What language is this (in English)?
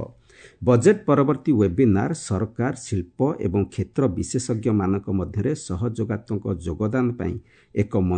Odia